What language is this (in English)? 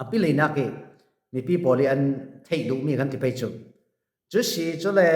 Falam Chin